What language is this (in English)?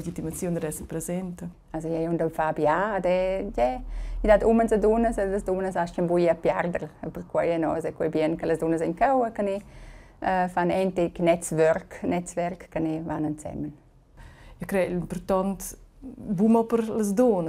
Romansh